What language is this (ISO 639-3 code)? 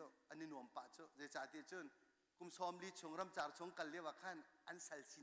cnh